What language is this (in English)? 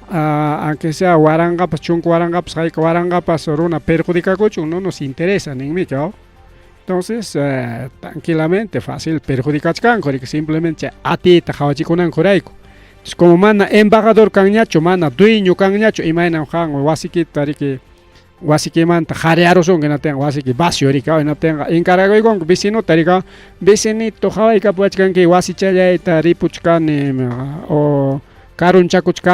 Ayacucho Quechua